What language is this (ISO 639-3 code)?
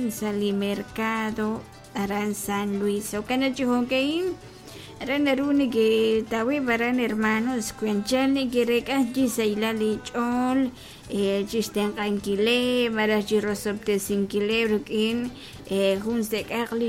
kek